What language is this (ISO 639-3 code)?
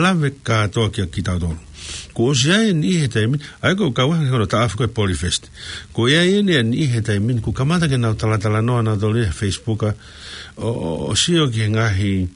ton